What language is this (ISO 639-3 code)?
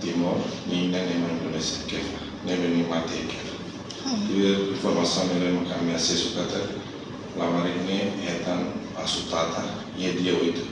tet